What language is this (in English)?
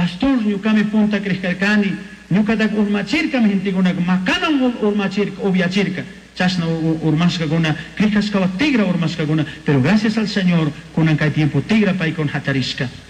Chimborazo Highland Quichua